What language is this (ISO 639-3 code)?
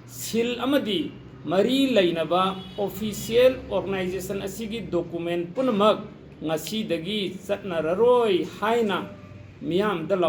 mni